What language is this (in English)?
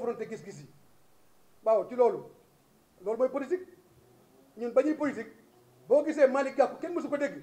Wolof